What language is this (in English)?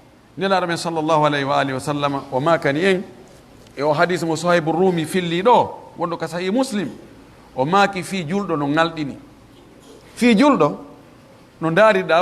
Pular